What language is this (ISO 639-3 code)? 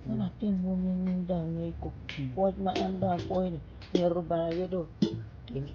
ach